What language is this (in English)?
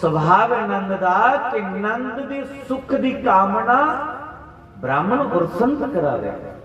Dogri